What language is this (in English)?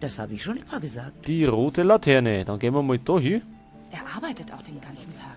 Bavarian